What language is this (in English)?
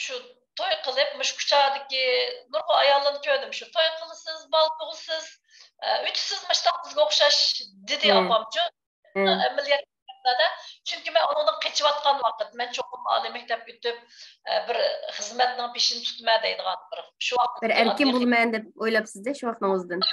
Uyghur